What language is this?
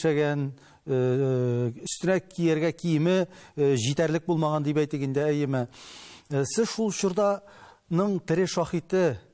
Tatar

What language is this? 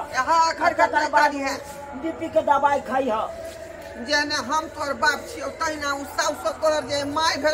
Maithili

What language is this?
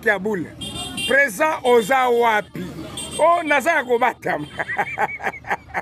Lingala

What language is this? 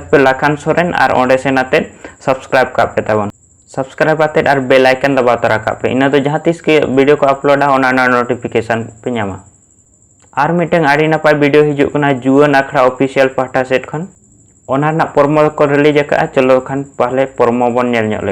Santali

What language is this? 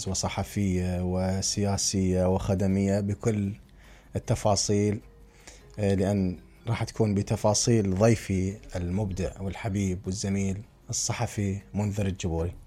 Mesopotamian Arabic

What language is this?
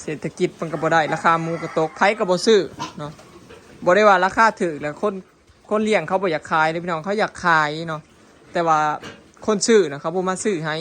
Lao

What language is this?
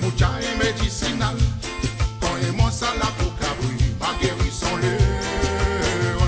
Morisyen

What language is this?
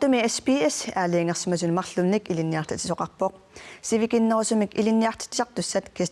Kalaallisut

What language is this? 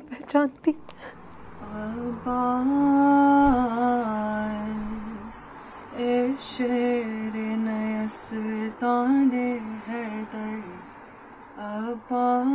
Urdu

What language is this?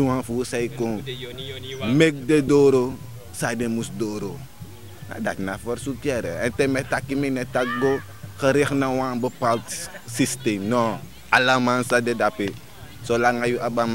Sranan Tongo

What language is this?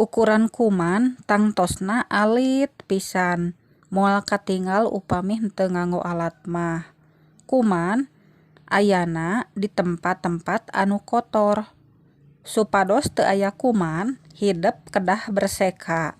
Sundanese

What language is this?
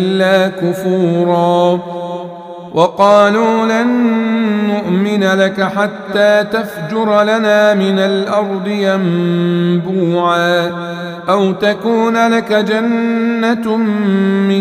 Arabic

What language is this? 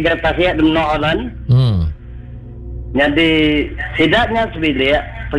Iban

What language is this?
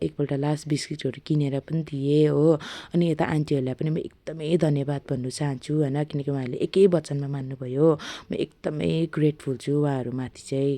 Nepali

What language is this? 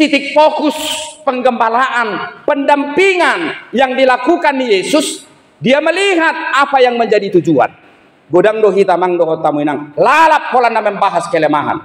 Batak Toba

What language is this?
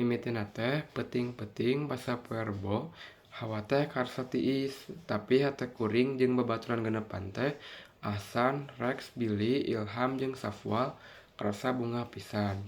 Sundanese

